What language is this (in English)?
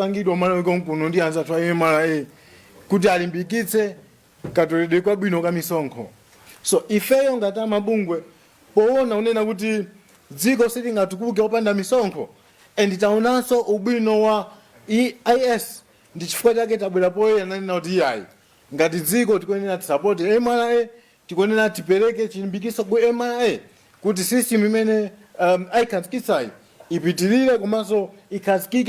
Nyanja